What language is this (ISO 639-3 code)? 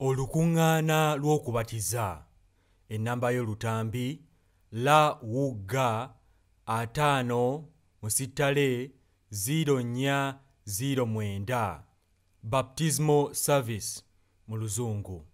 lug